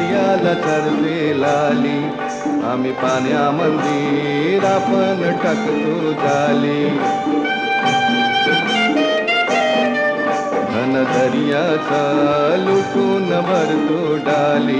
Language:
Marathi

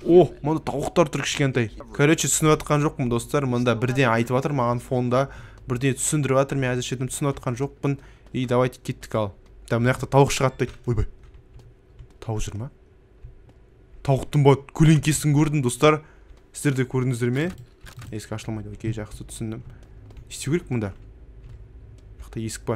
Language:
Kazakh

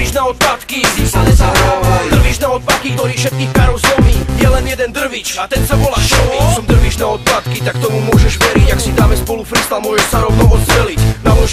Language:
Slovak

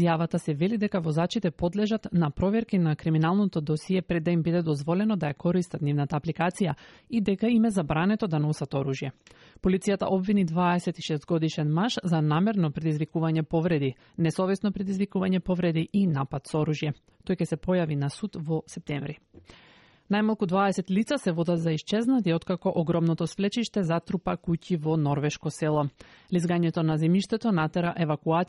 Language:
Macedonian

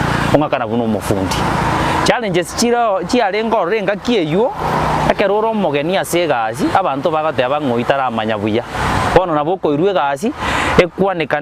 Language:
Gusii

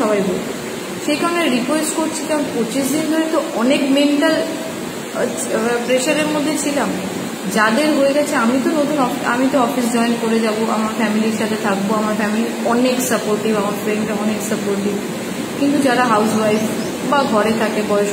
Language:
Bangla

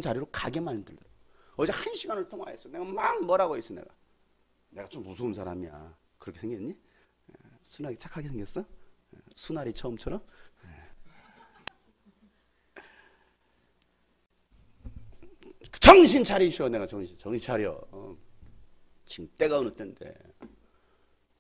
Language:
Korean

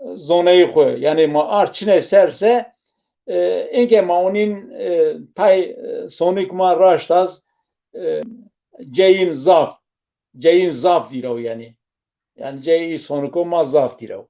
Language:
Zaza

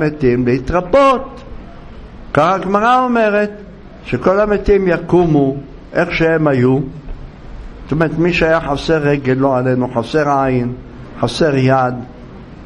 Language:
Hebrew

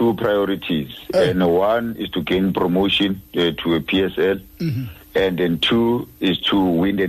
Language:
Xhosa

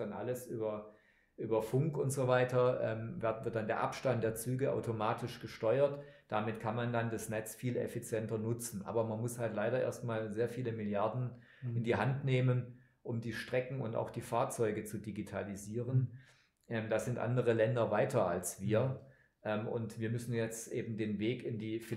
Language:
German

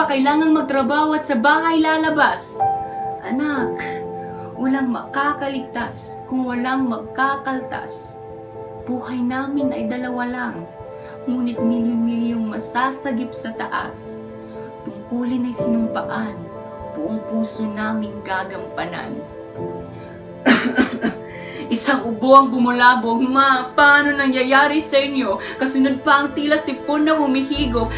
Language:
Filipino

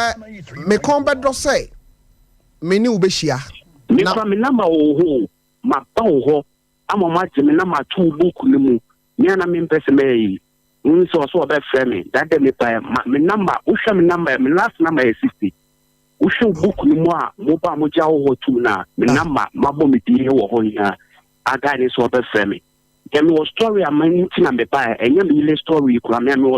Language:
Akan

